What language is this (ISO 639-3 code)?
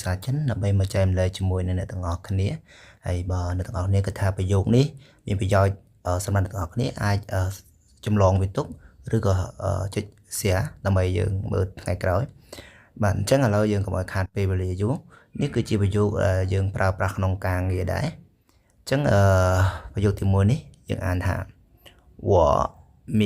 khm